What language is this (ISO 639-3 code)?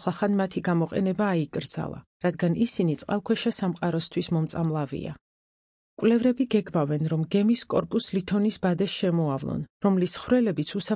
kat